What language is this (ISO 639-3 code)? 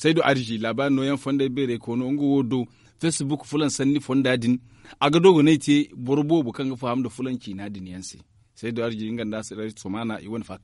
dje